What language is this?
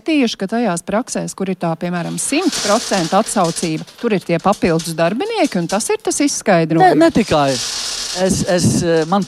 Latvian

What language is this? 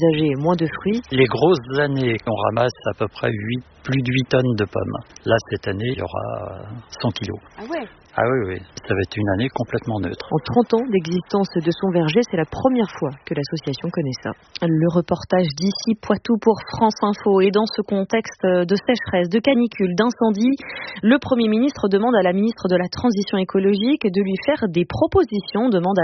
French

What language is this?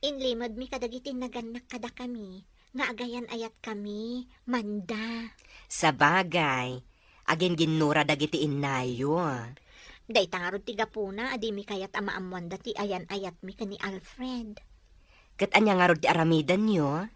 Iloko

